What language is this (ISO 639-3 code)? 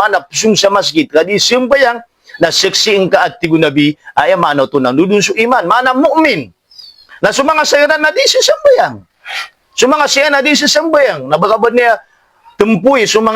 mrw